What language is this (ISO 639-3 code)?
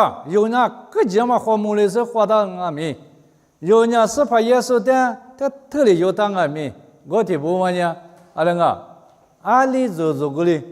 lis